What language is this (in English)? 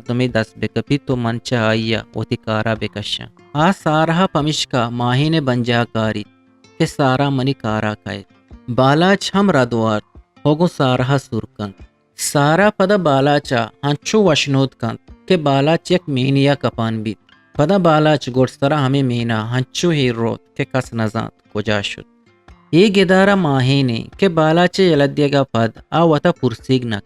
Eastern Balochi